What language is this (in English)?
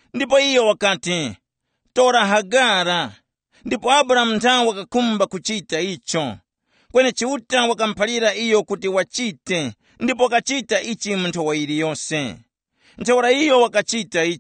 Tumbuka